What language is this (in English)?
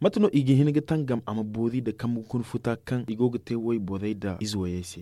Zarma